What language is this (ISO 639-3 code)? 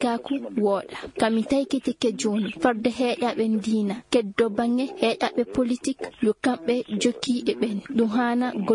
ful